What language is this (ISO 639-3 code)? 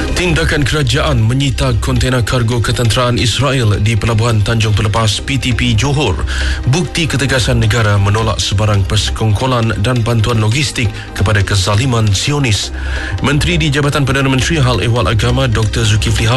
msa